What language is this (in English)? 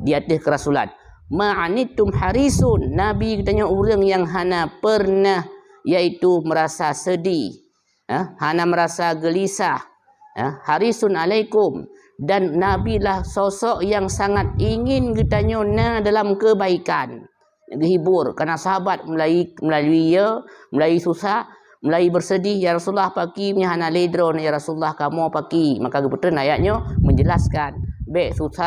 Achinese